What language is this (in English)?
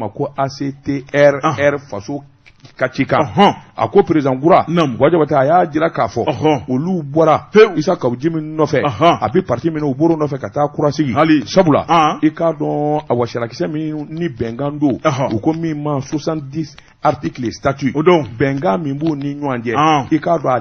Bambara